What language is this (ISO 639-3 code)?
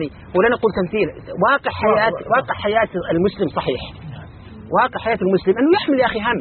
ara